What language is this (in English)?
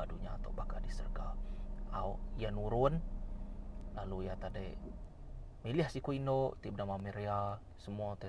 Iban